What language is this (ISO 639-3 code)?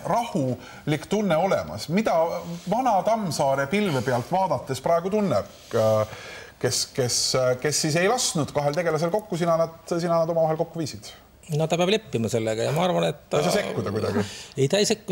est